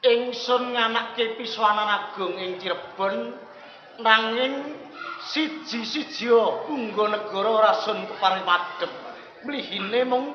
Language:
Javanese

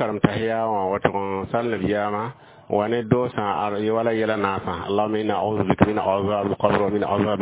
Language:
Mossi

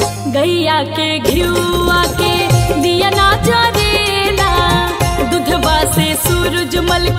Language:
Bhojpuri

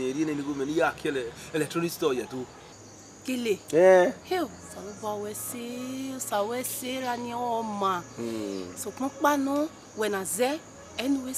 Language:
Bini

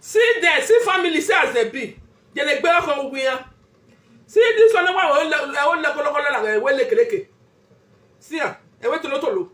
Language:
Nigerian Pidgin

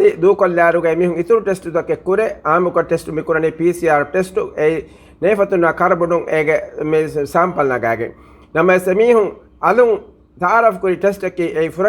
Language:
Divehi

